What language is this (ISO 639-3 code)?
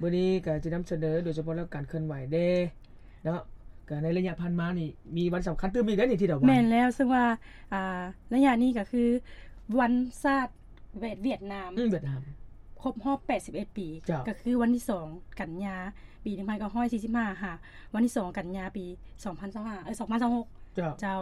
lao